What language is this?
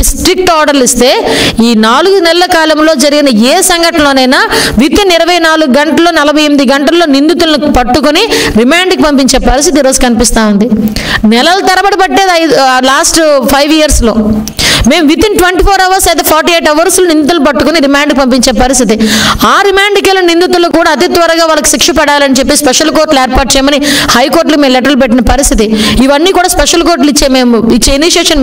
Telugu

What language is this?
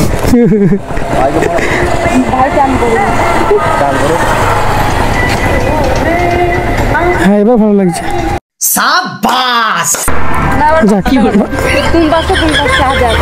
Bangla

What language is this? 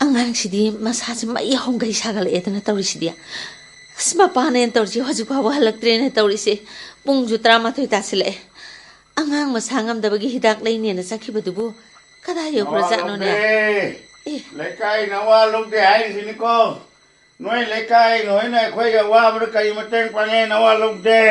Manipuri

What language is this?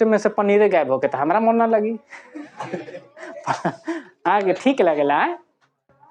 Bhojpuri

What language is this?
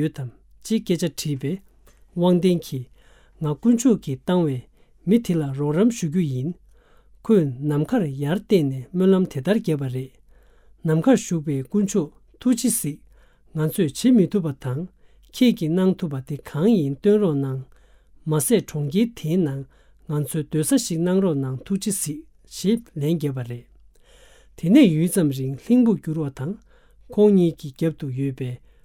Tibetan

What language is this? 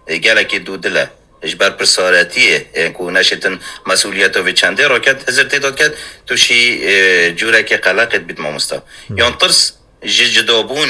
Kurdish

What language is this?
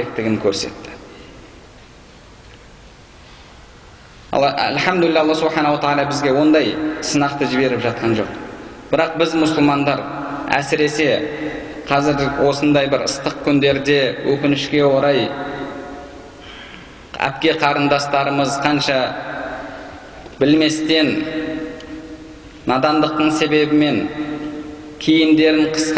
Kazakh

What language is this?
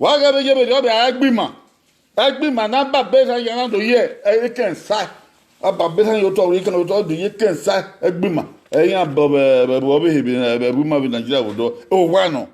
Bini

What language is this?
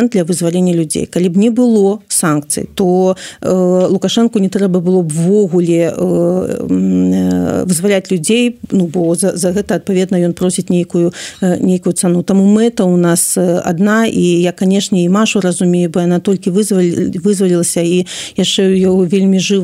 Belarusian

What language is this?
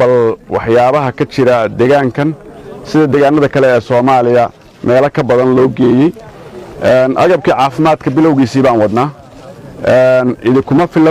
Somali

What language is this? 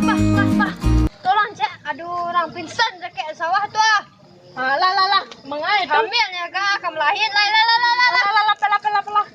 Minangkabau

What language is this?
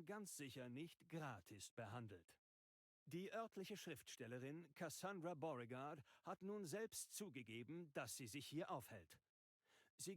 Bavarian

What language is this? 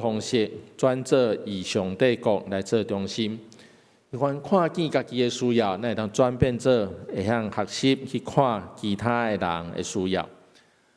Min Nan Chinese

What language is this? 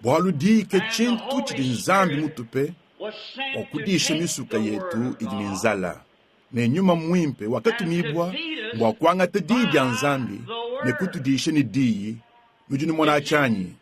Luba-Lulua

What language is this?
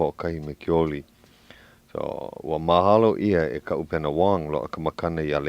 Hawaiian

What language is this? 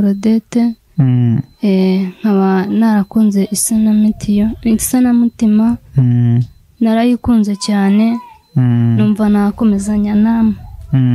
Kinyarwanda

